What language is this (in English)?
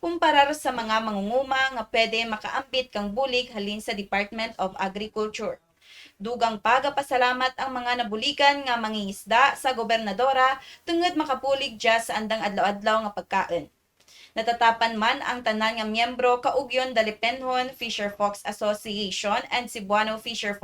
Kinaray-a